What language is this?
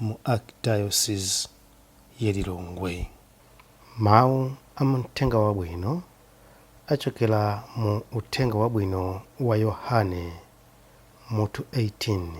Nyanja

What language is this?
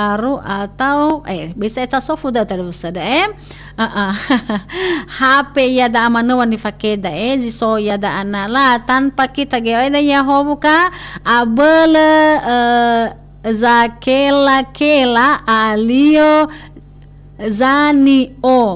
Nias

